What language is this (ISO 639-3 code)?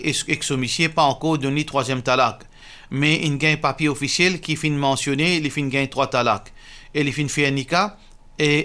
mfe